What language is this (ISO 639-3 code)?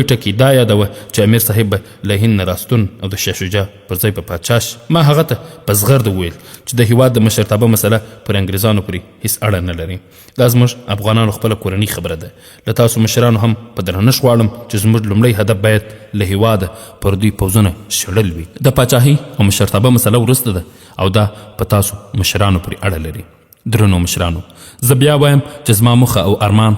pus